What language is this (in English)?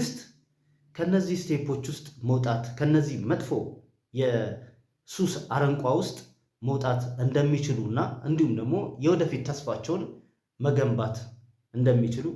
Amharic